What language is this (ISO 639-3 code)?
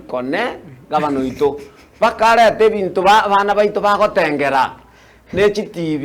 guz